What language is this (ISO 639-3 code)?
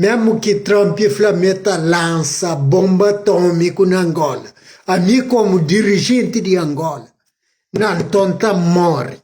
kea